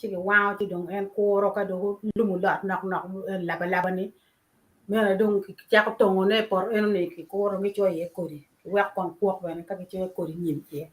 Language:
Acoli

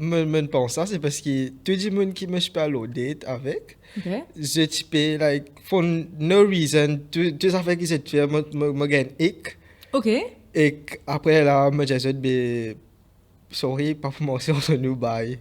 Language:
Morisyen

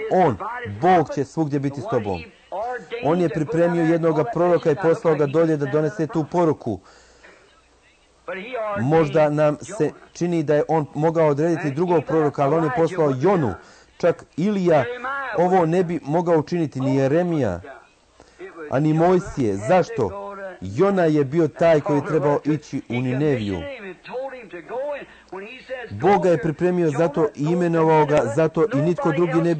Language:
Croatian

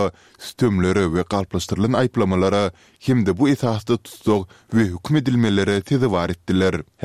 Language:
Turkmen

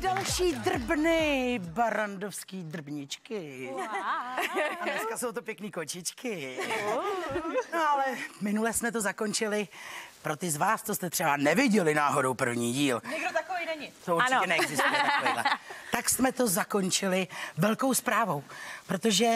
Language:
Czech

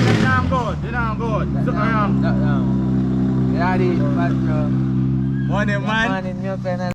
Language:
Jamaican Creole English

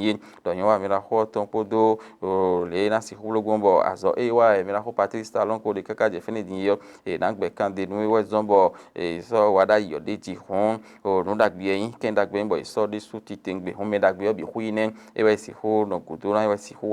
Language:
Fon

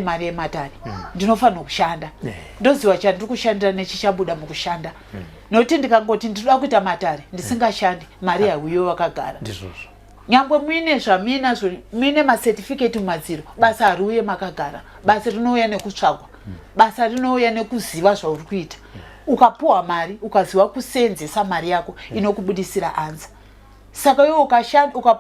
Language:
Shona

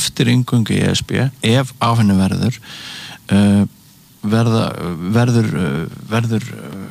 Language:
Icelandic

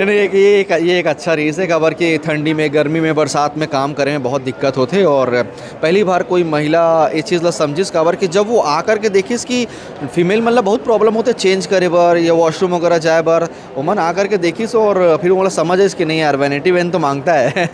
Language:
Chhattisgarhi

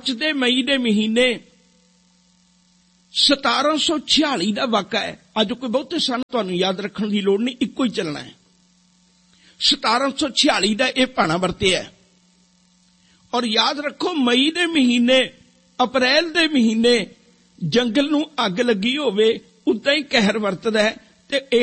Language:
Punjabi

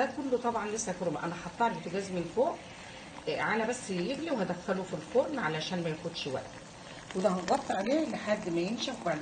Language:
Egyptian Arabic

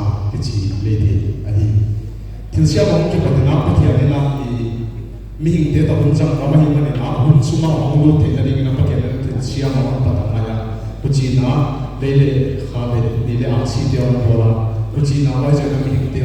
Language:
Paite Chin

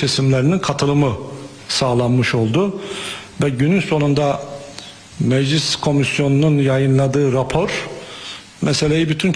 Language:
Turkish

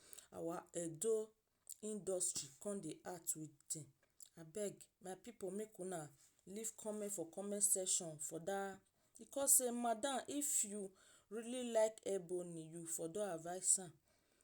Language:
Nigerian Pidgin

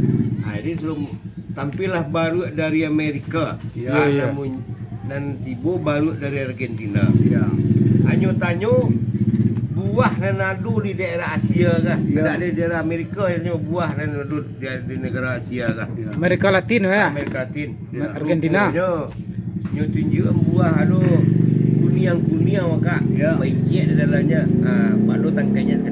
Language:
Minangkabau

